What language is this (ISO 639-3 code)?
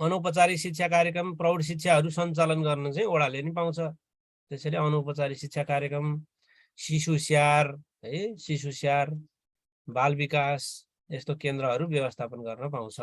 nep